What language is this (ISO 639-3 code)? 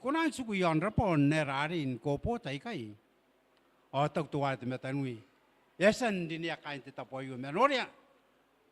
gil